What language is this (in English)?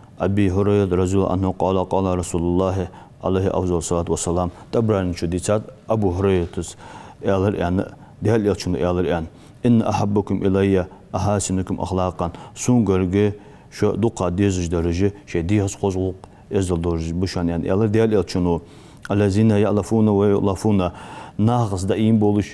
Ingush